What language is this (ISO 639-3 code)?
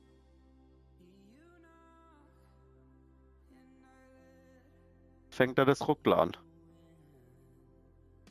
deu